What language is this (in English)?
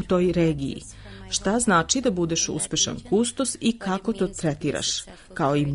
Serbian